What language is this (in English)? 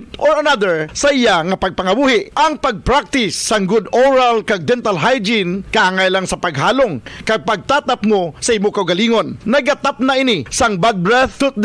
Hiligaynon